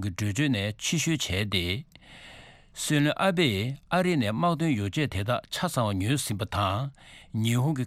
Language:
Tibetan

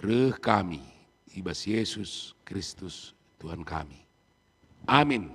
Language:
Batak Karo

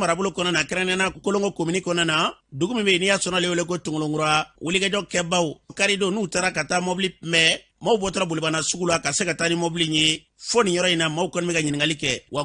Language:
Bambara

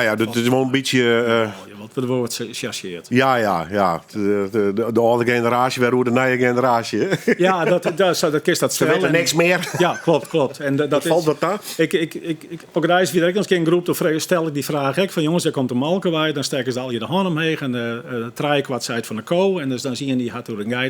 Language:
Western Frisian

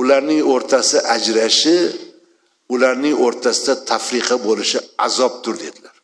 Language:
Uzbek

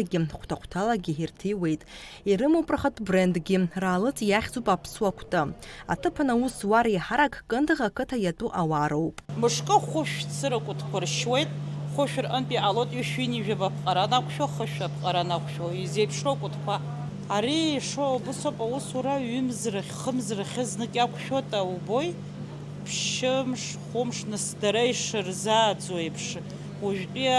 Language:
Abkhazian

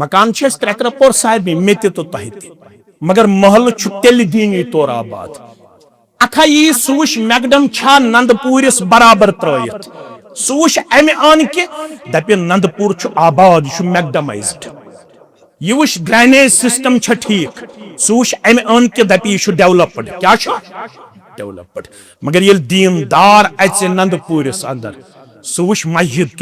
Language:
Kashmiri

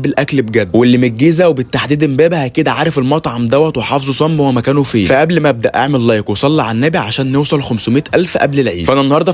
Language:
Egyptian Arabic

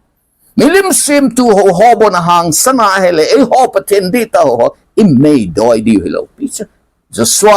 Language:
Thado Chin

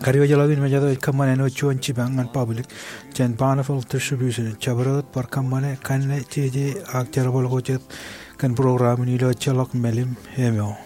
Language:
Marshallese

